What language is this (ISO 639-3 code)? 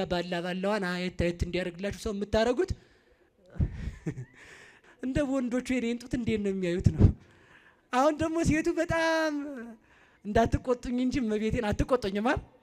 amh